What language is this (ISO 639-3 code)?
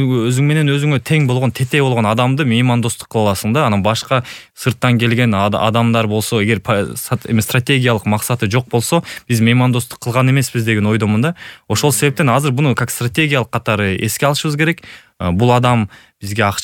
kir